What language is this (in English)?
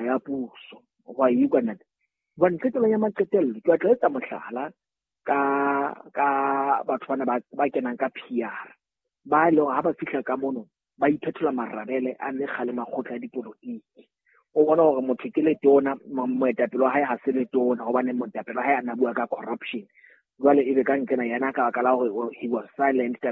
Southern Sotho